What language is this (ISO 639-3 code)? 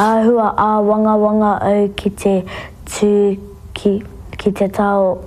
mri